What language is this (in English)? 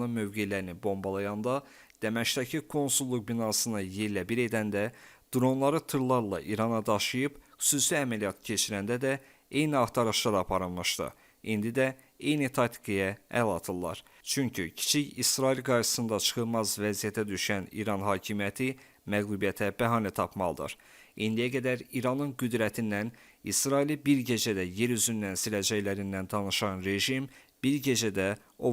Azerbaijani